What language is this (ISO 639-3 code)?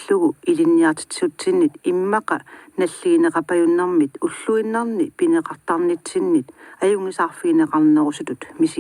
kal